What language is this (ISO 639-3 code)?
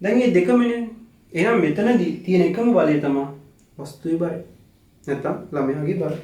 sin